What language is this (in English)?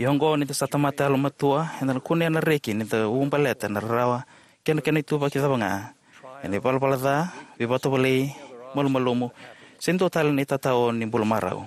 Fijian